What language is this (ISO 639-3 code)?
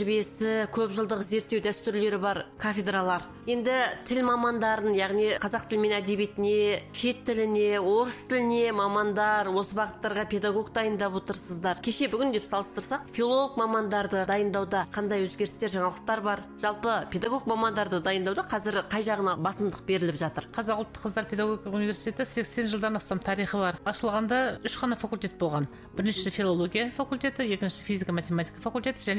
kaz